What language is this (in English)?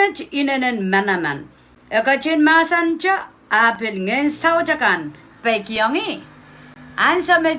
Pohnpeian